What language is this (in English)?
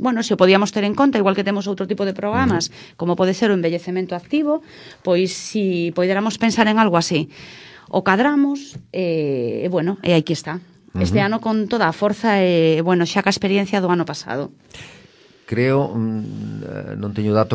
Galician